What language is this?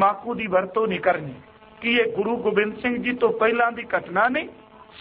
Punjabi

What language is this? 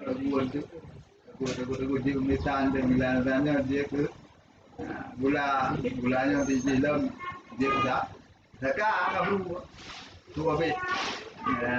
Achinese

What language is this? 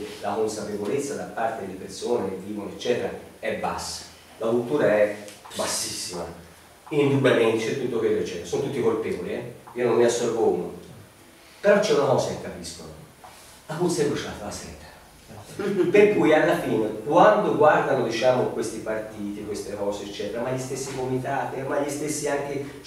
Italian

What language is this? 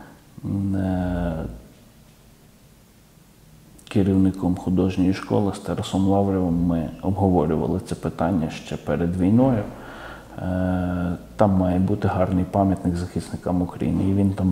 Ukrainian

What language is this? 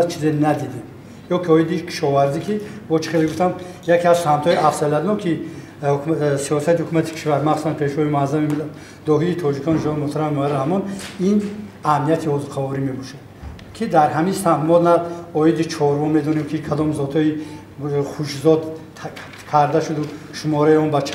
Tajik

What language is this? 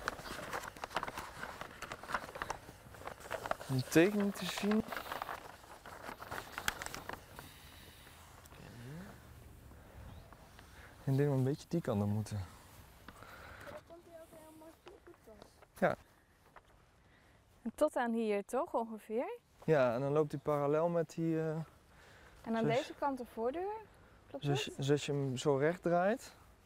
Dutch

